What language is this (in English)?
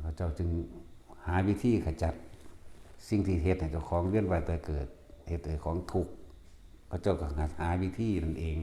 Northeastern Thai